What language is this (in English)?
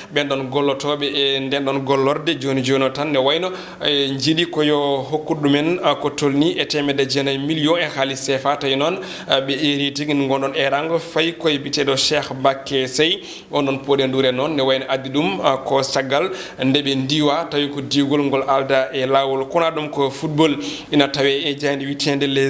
Fula